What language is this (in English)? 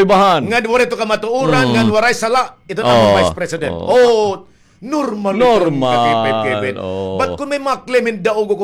Waray